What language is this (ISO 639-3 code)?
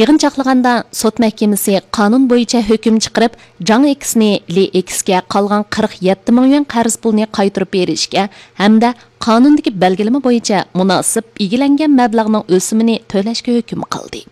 uig